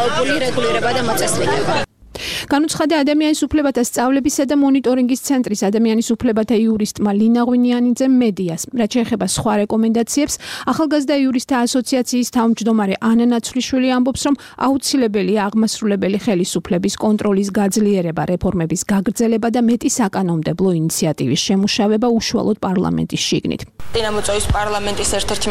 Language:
Georgian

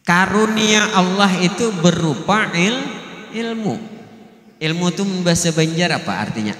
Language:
Banjar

